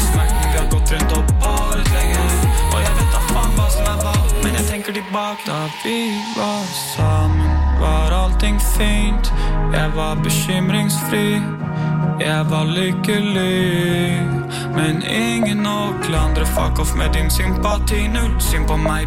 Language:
Norwegian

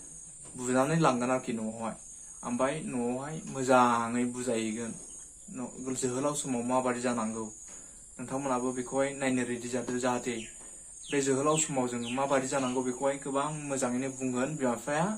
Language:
Bodo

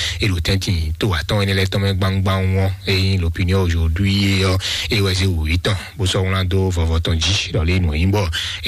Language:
Fon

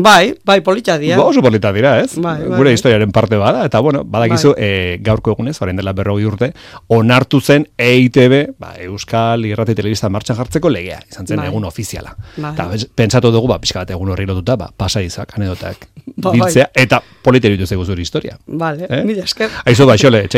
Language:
Basque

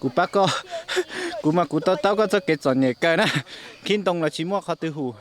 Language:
Hmong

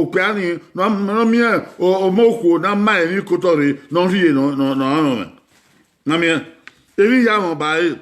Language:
Bini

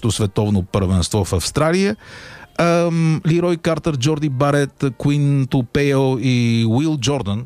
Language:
Bulgarian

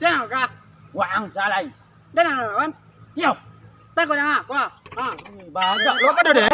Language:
Minangkabau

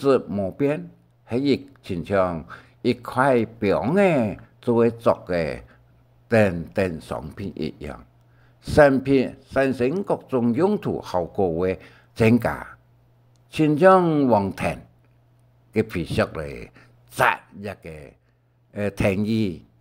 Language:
Hakka Chinese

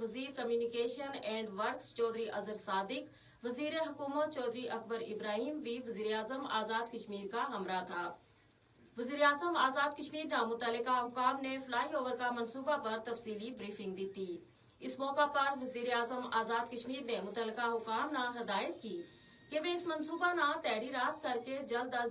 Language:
Gujari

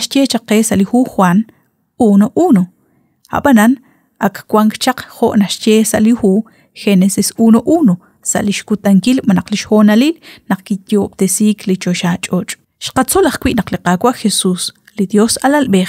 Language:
Kekchí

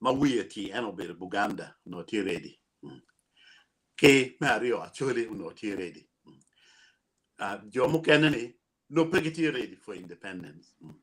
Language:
Acoli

